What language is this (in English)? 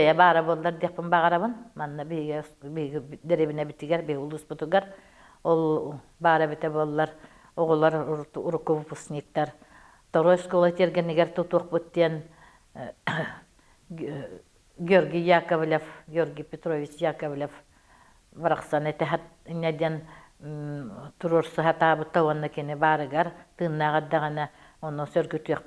Yakut